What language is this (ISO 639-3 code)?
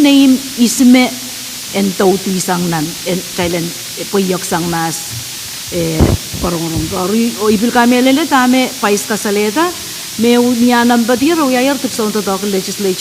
pon